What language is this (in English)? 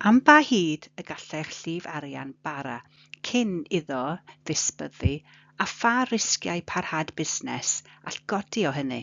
Welsh